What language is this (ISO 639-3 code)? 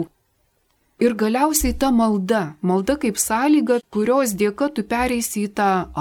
lit